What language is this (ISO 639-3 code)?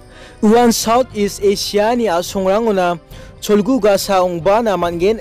grt